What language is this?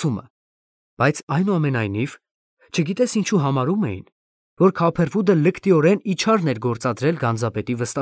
Armenian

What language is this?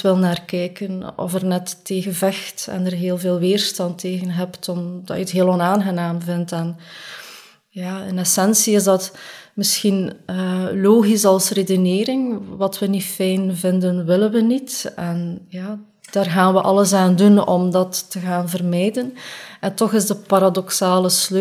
Dutch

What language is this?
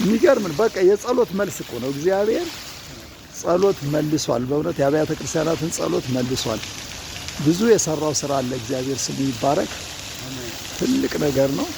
Amharic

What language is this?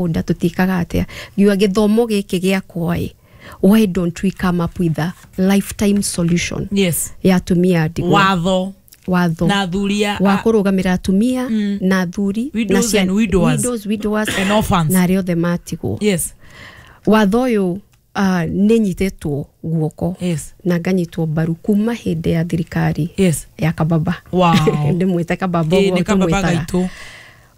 Kikuyu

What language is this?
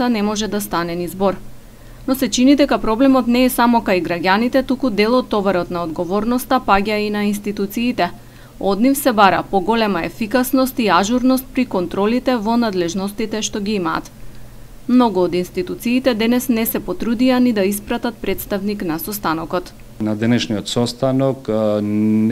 Macedonian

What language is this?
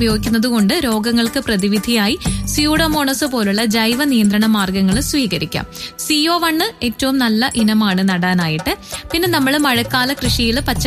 Malayalam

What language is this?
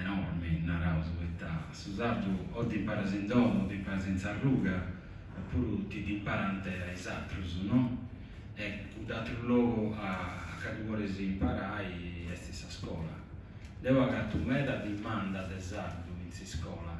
Sardinian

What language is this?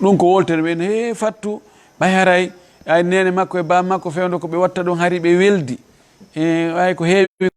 Fula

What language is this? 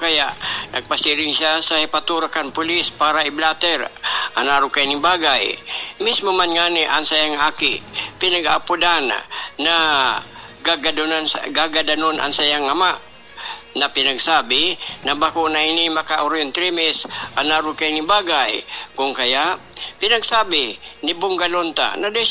Bikol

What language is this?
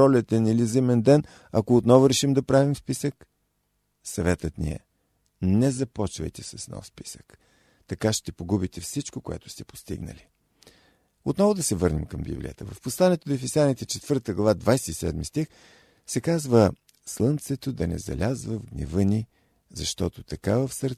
Bulgarian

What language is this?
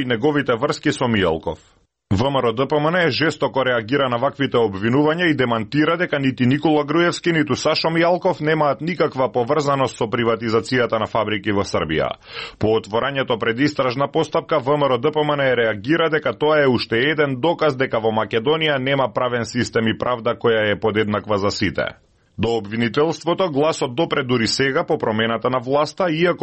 Macedonian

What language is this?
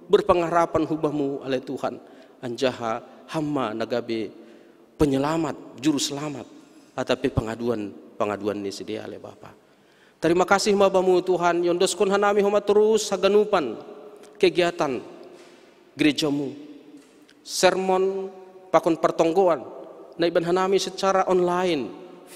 Batak Simalungun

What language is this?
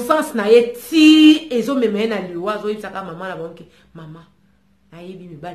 Lingala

